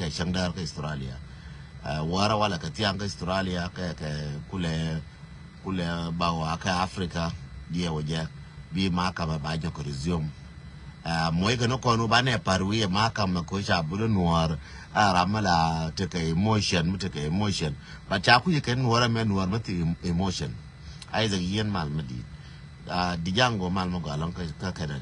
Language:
Nuer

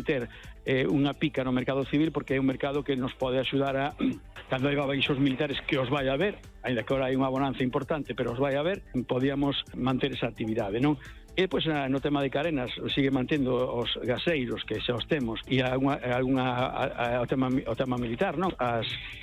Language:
Galician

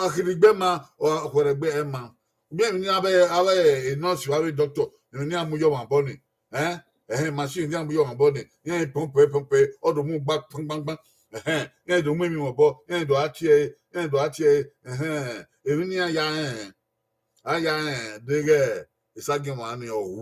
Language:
Bini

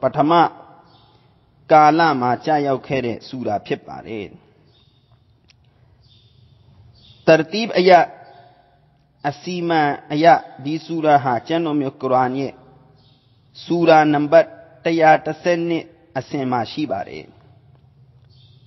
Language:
Burmese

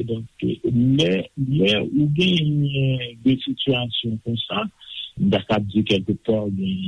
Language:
Haitian Creole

